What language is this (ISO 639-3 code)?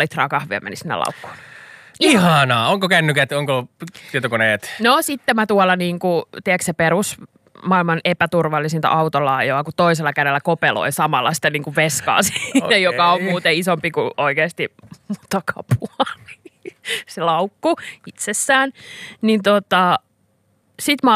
fin